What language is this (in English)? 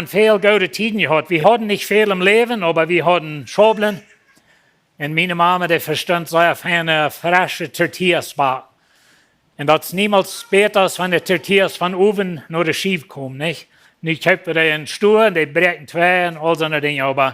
Plautdietsch